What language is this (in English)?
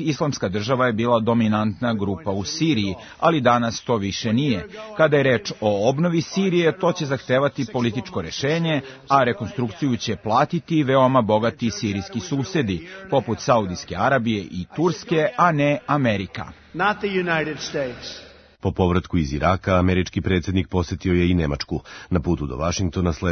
Serbian